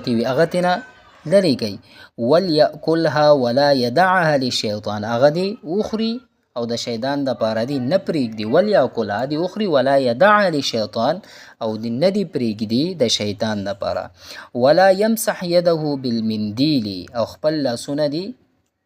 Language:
Pashto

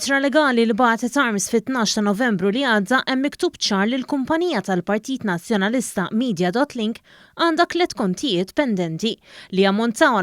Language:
Maltese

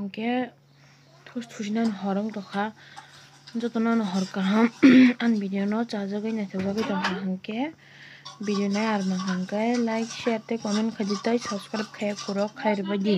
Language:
Kok Borok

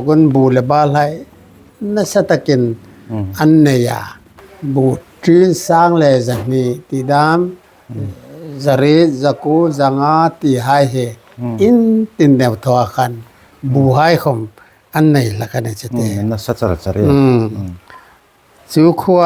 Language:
Hmar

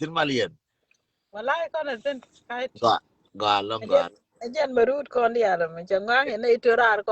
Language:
Nuer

